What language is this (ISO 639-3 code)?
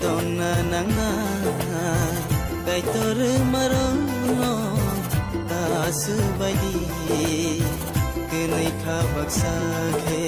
trp